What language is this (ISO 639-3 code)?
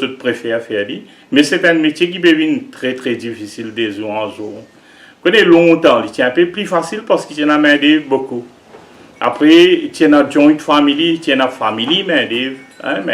mfe